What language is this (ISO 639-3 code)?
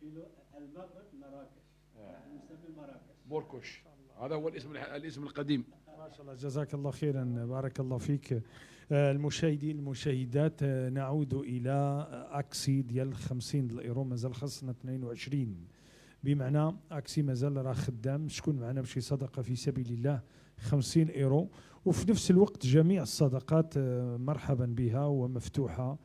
ary